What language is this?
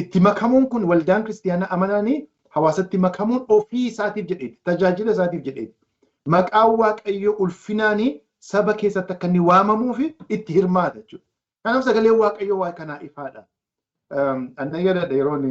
Oromo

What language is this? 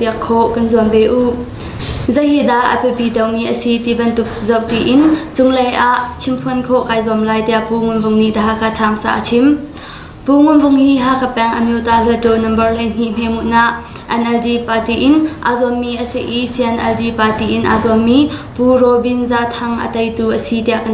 Hakha Chin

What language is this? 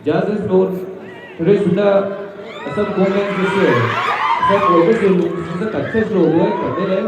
Maram Naga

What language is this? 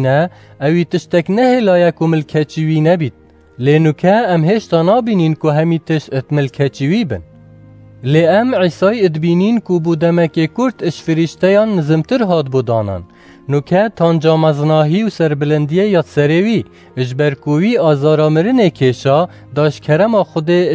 Kurdish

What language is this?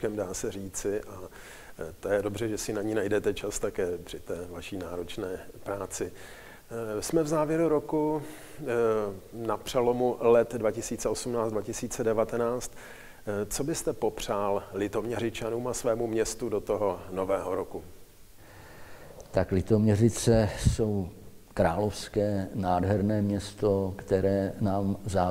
Czech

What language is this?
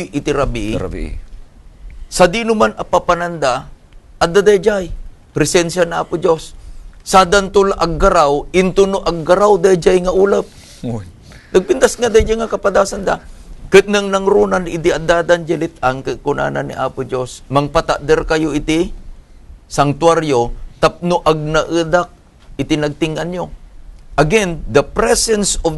Iloko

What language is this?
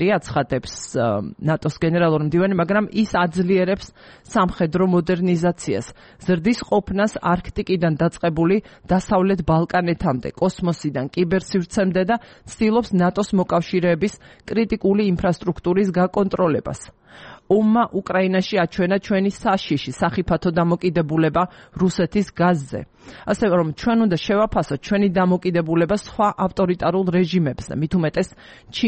Georgian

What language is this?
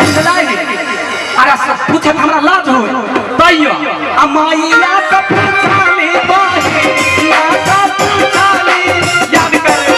Maithili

